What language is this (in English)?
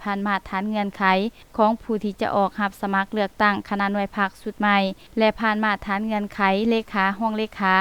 Lao